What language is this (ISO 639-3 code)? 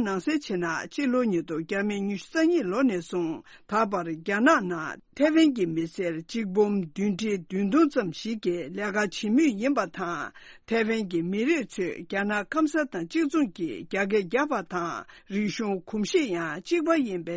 bod